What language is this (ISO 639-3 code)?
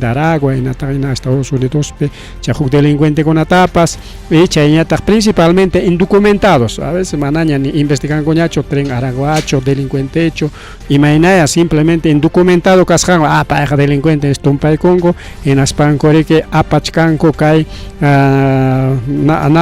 quy